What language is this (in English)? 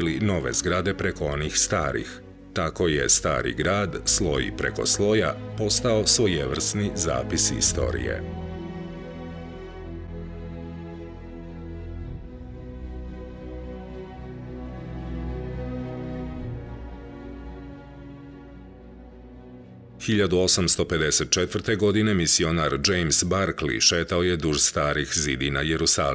Serbian